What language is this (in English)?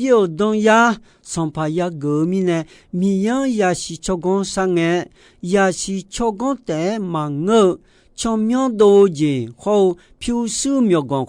Akha